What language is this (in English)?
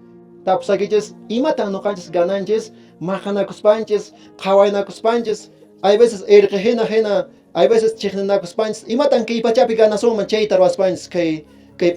Quechua